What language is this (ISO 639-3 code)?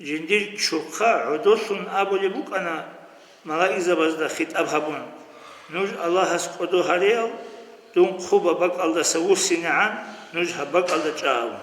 ava